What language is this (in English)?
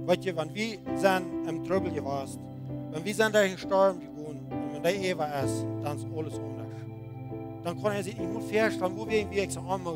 Plautdietsch